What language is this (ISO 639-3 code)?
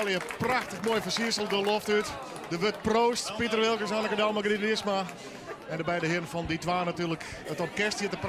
fry